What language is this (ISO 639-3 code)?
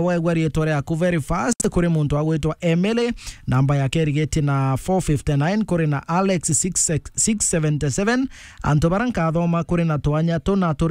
mer